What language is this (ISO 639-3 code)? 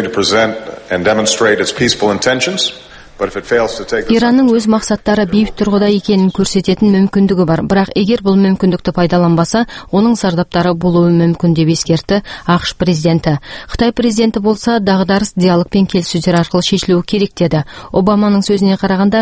kaz